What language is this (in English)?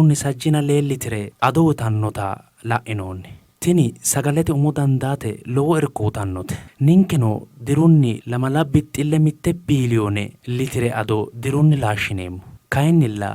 Sidamo